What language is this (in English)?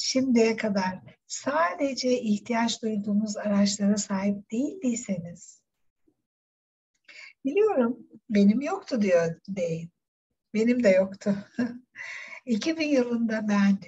Turkish